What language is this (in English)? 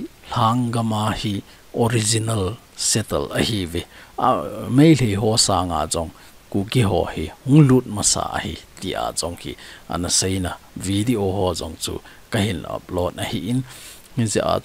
Thado Chin